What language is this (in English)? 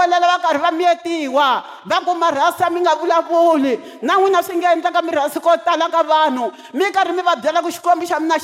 Tsonga